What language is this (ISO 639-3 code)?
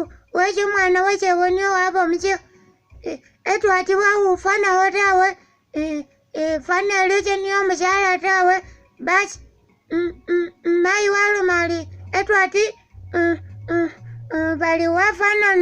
myx